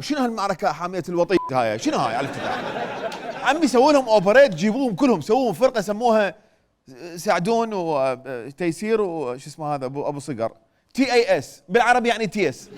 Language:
Mesopotamian Arabic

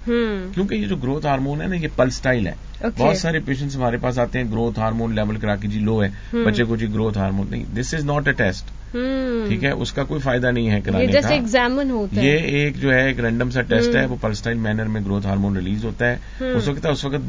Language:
Urdu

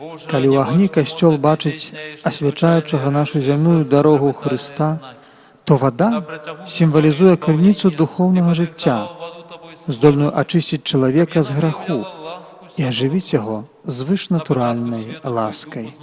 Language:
Belarusian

